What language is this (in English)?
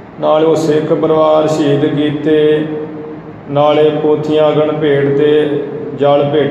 Punjabi